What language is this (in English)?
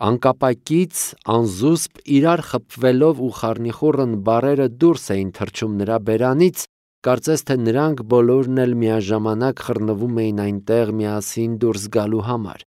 Armenian